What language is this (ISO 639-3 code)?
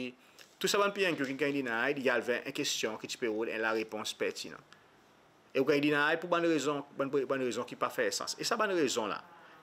crs